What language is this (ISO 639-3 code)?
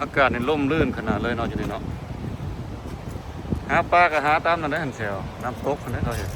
lao